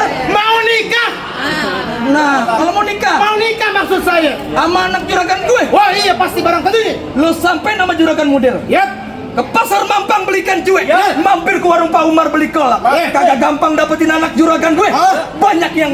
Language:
Betawi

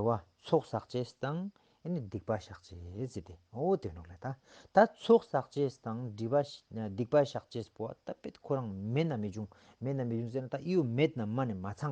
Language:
Ladakhi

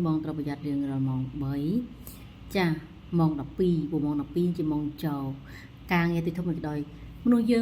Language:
Khmer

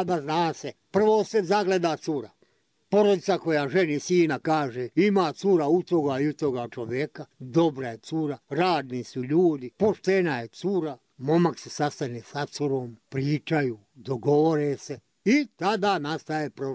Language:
Bosnian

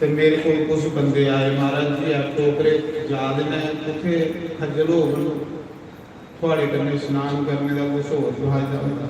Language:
Dogri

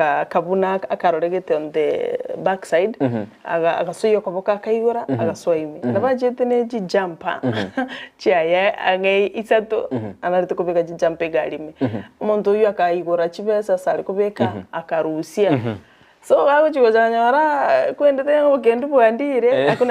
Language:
Gusii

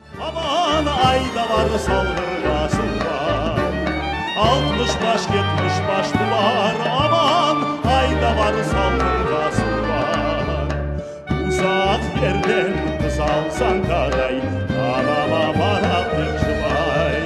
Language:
Crimean Tatar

